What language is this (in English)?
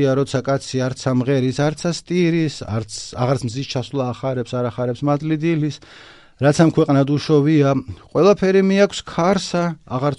Georgian